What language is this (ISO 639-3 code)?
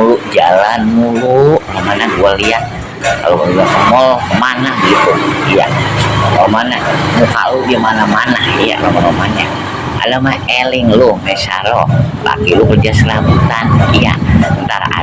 bew